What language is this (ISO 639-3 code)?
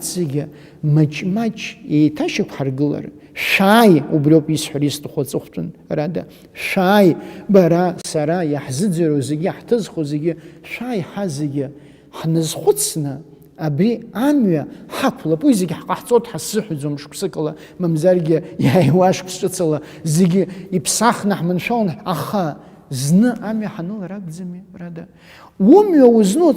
abk